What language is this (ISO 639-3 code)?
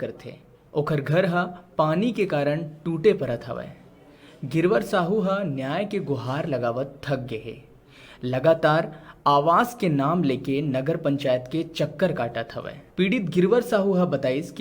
hne